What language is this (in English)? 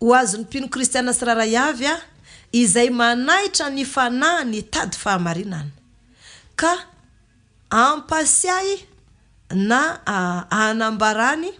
Malagasy